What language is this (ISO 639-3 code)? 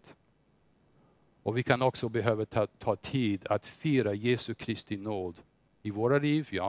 swe